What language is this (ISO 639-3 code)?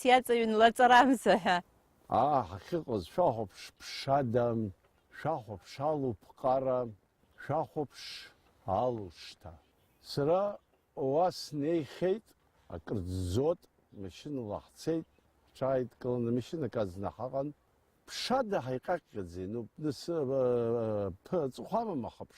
abk